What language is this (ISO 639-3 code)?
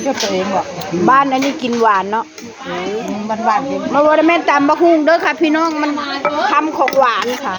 tts